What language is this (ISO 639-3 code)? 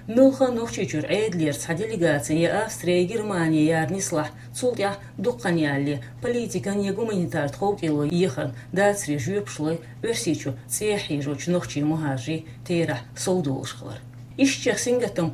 che